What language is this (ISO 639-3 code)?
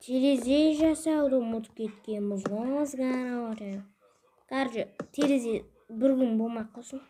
kaz